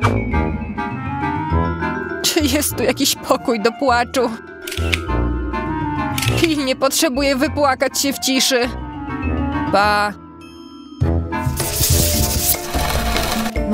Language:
Polish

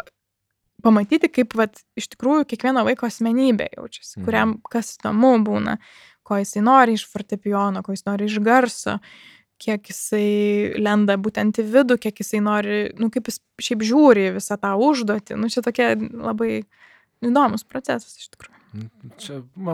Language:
Lithuanian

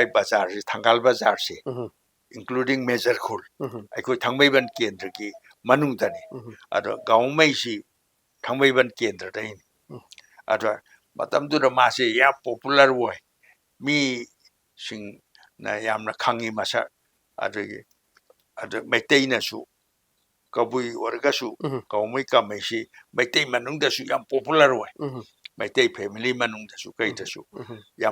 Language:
Manipuri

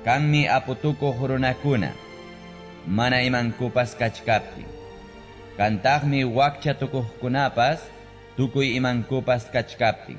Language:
Ayacucho Quechua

